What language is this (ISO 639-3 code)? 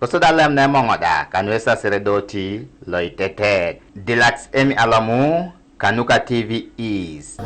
teo